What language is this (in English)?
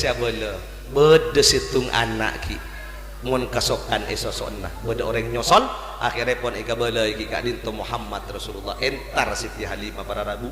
Madurese